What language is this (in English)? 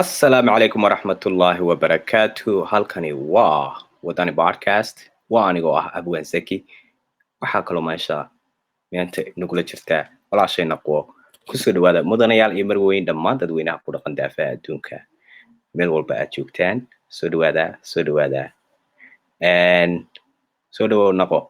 Somali